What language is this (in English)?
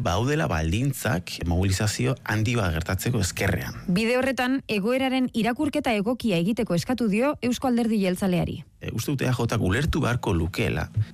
Basque